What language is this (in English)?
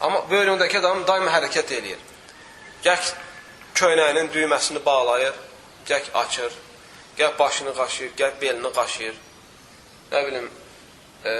Azerbaijani